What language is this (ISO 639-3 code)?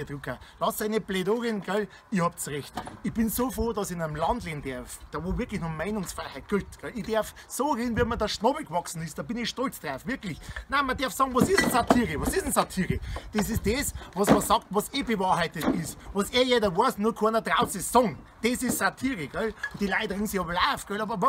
bar